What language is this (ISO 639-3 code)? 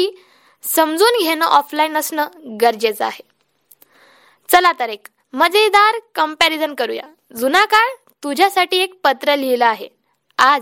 mar